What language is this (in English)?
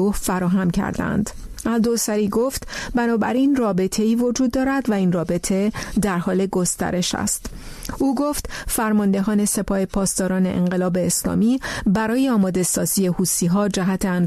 Persian